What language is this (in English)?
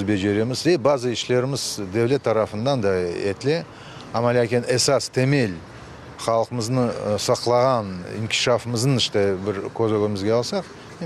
Crimean Tatar